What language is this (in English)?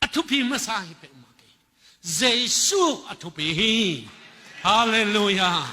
Tedim Chin